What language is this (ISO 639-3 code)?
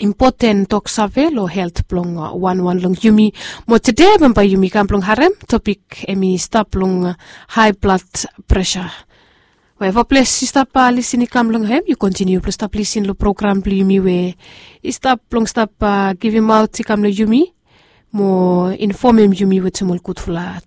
bis